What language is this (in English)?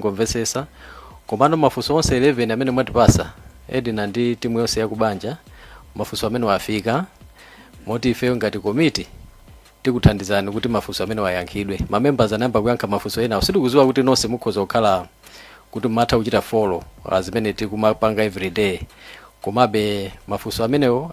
Nyanja